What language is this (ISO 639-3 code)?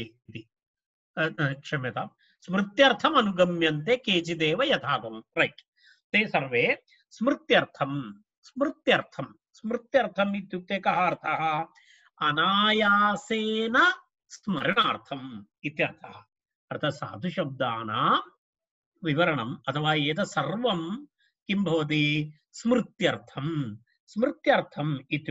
san